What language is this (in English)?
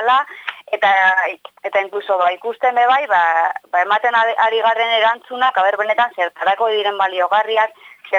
Basque